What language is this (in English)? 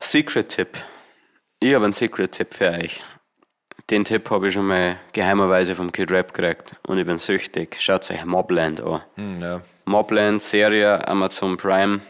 Bavarian